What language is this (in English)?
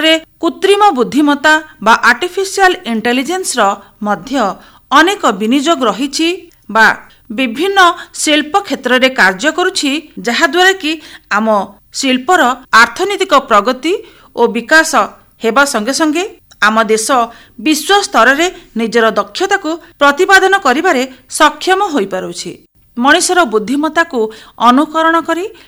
Odia